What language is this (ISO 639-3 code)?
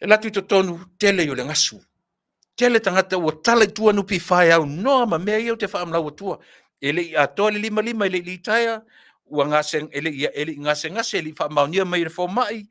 smo